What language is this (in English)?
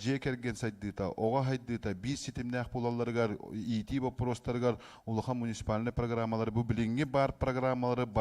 Yakut